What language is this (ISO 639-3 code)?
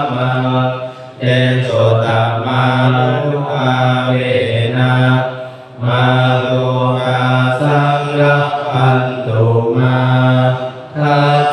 pli